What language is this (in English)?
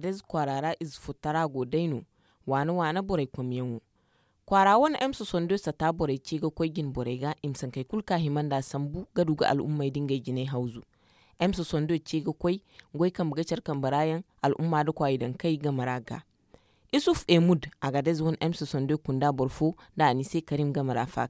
Zarma